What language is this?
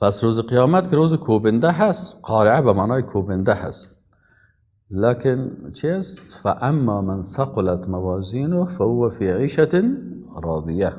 Persian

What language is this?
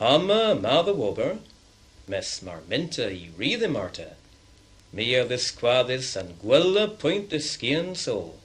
Cornish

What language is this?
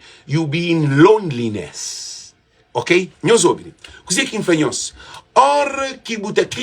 Kabuverdianu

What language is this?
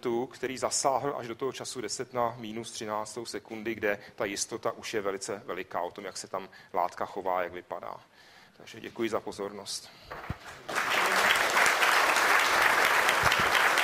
Czech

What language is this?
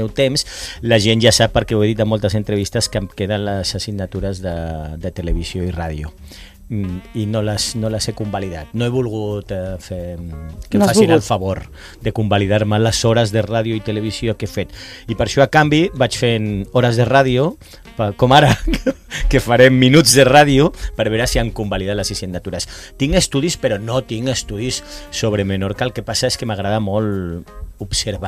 Catalan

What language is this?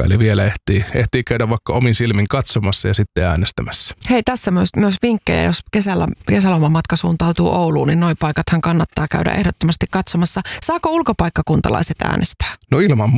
Finnish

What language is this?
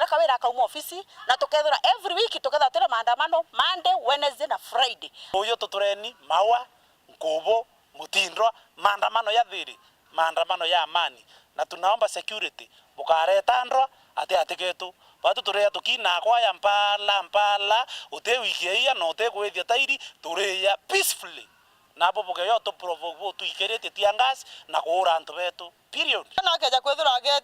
Meru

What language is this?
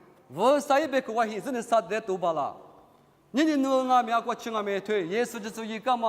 Lisu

